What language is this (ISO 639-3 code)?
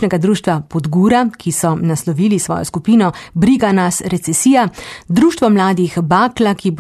slv